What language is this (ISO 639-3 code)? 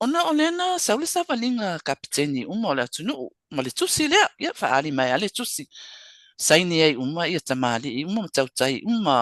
smo